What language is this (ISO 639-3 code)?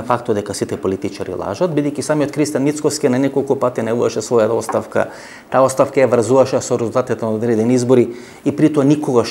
mkd